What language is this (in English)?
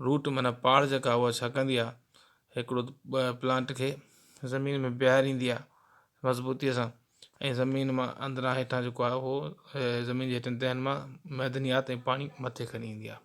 Sindhi